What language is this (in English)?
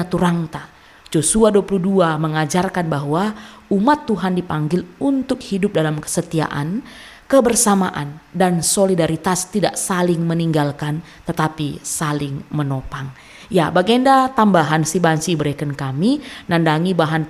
Batak Karo